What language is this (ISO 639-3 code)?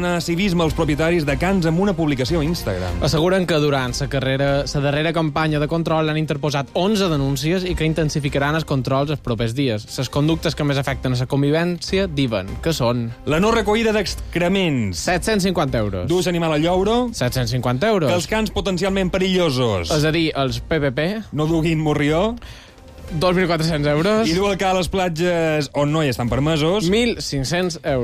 cat